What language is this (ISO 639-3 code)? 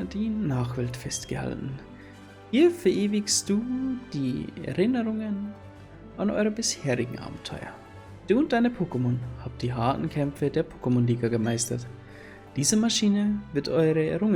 bar